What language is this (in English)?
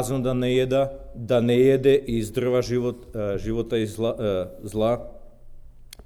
Serbian